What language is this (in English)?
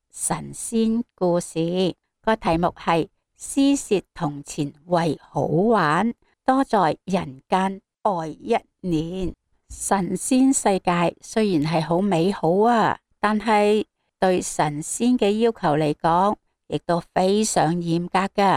Cantonese